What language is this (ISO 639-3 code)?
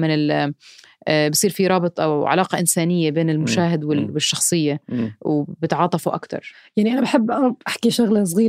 apc